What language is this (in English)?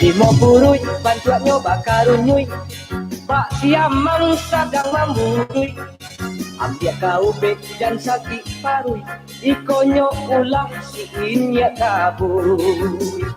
Minangkabau